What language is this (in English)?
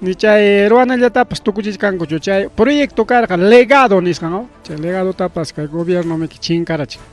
Ayacucho Quechua